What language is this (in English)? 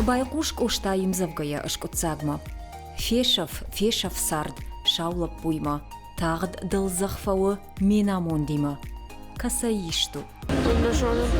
Ossetic